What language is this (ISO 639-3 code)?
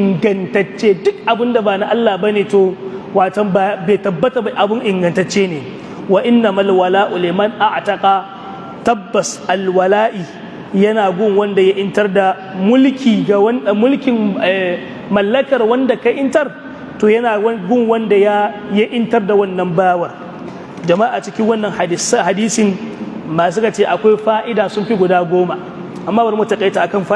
hau